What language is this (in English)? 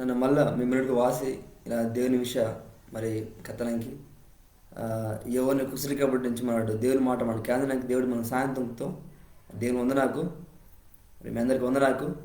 Koya